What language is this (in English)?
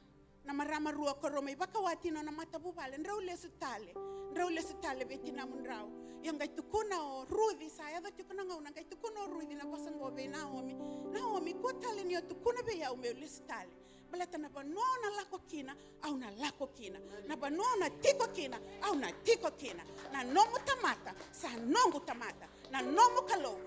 Fijian